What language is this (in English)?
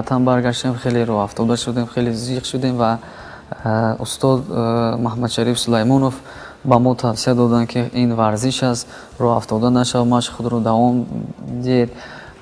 Tajik